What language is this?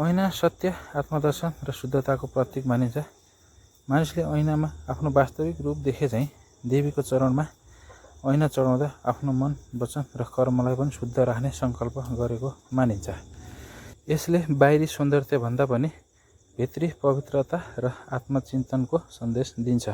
Nepali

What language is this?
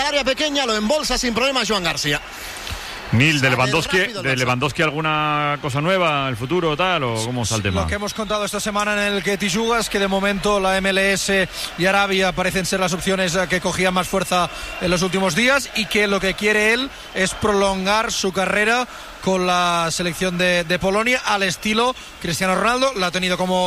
Spanish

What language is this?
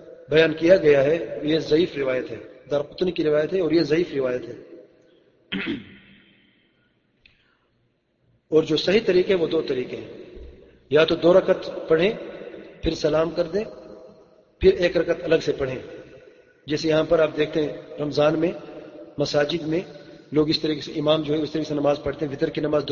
Urdu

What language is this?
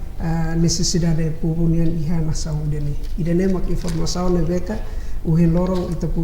Tetum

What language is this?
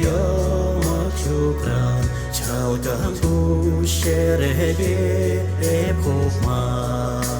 Chuvash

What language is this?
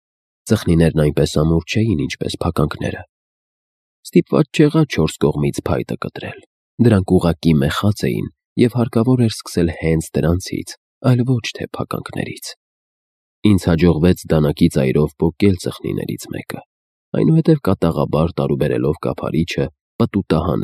Armenian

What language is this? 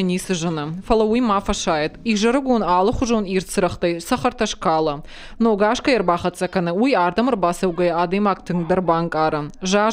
Ossetic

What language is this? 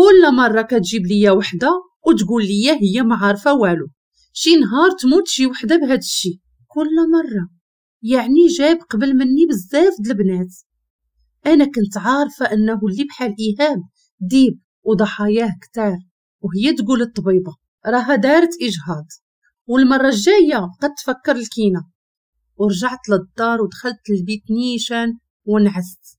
Moroccan Arabic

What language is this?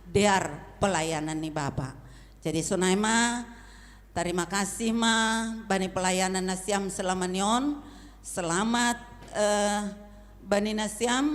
Batak Simalungun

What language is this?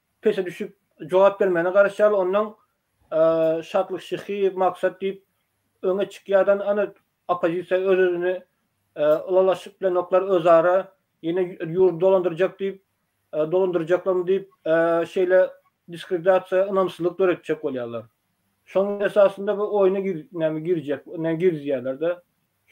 Turkmen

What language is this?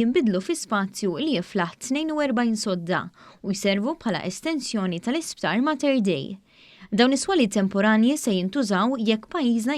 Maltese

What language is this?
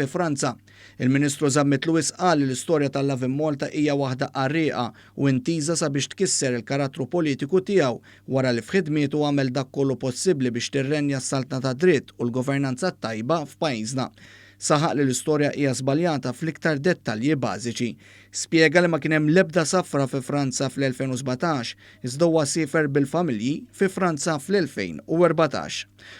Maltese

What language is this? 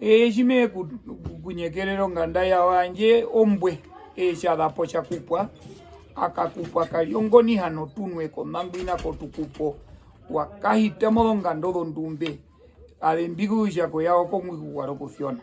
Herero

